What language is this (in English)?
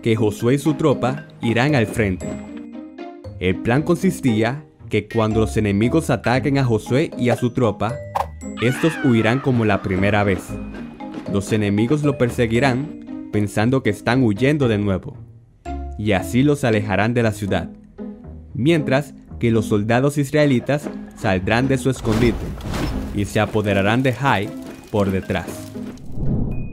Spanish